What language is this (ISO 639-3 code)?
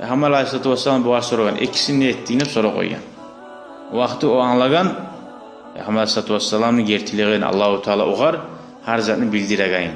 kum